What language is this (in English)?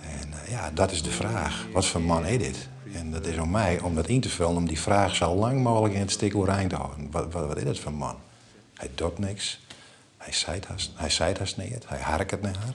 Western Frisian